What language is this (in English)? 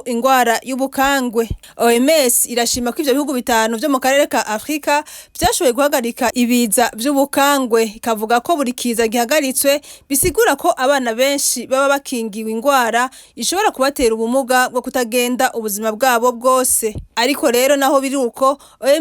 Rundi